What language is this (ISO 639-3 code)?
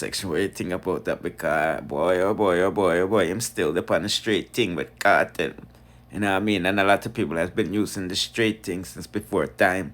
jam